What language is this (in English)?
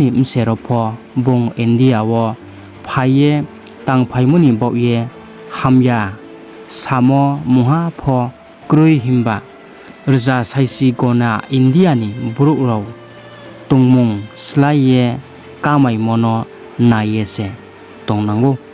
Riang (India)